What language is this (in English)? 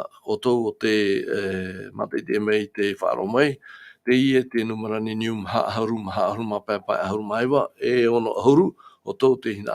Tahitian